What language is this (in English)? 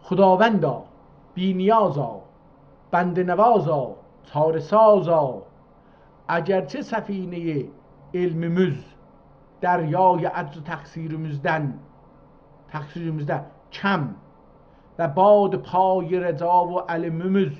South Azerbaijani